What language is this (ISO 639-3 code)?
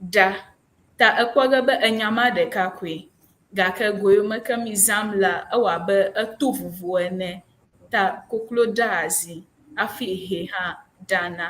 ewe